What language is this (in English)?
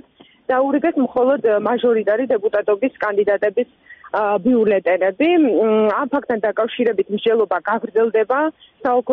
Georgian